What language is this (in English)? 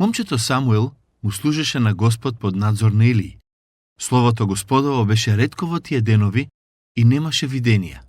Macedonian